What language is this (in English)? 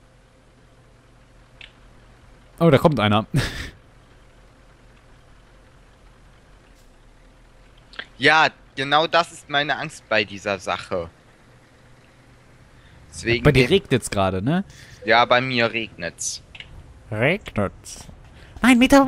German